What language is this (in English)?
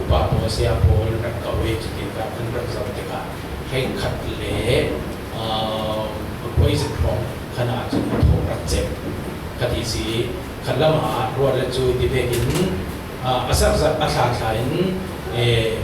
Falam Chin